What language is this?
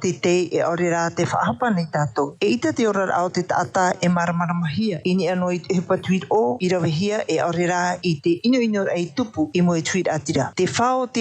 Tahitian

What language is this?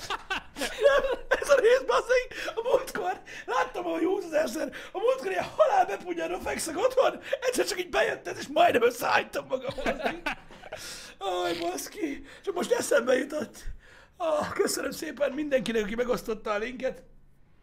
Hungarian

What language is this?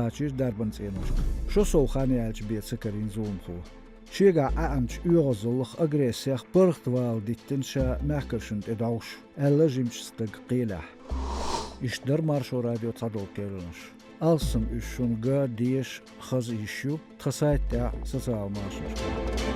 Chechen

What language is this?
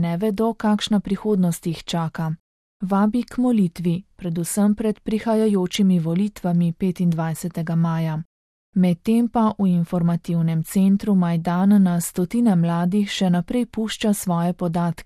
Slovenian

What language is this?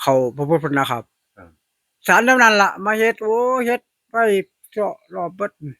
Northeastern Thai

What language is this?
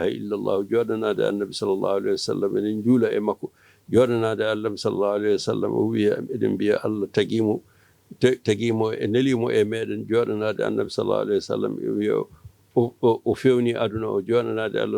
Fula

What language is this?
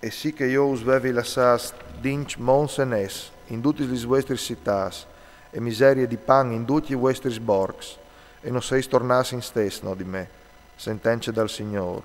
Friulian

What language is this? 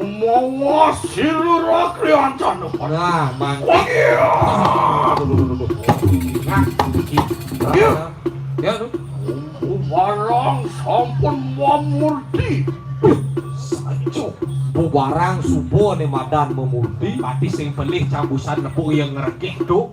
Balinese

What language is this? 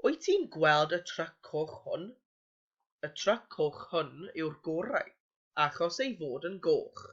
Welsh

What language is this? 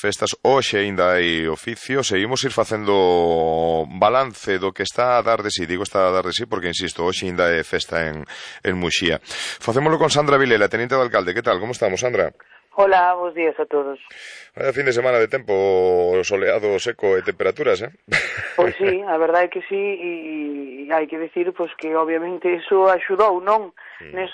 Galician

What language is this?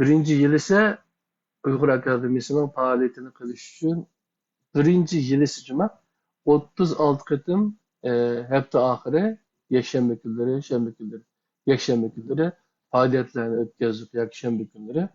Uyghur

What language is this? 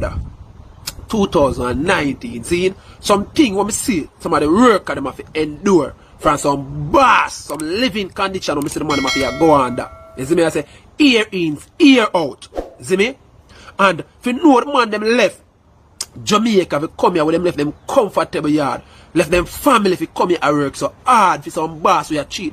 Jamaican Creole English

